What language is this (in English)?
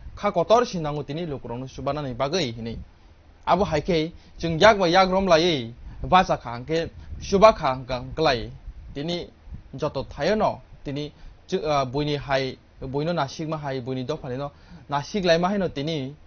Kok Borok